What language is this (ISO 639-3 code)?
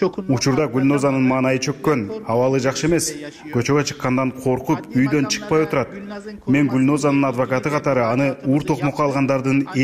kir